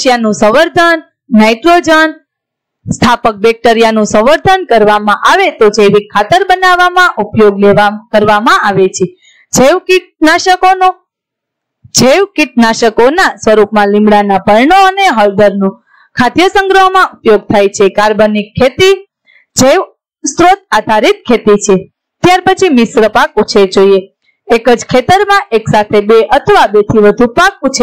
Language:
Gujarati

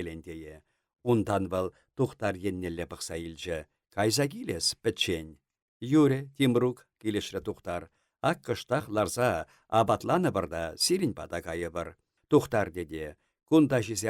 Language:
Chuvash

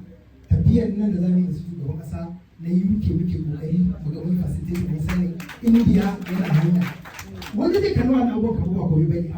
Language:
Hausa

